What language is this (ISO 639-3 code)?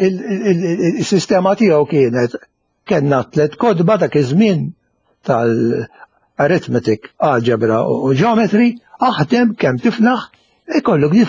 mlt